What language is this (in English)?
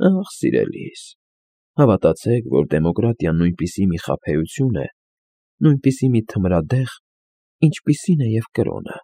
Armenian